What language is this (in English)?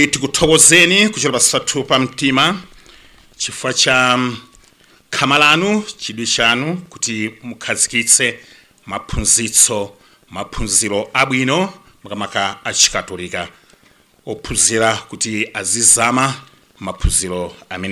Nyanja